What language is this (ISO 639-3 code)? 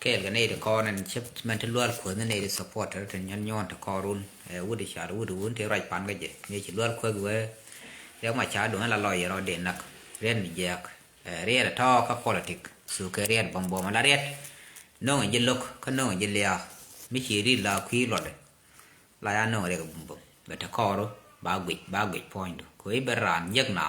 nus